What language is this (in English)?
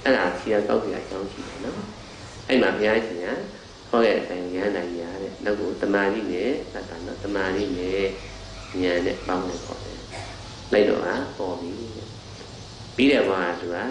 Burmese